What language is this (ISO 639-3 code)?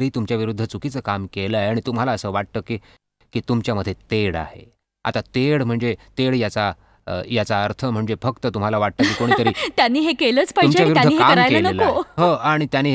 mar